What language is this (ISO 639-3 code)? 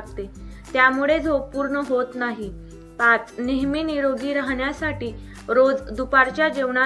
mar